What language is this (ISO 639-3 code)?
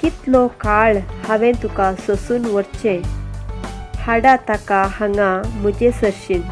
kok